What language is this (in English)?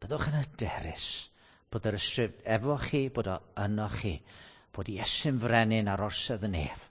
Welsh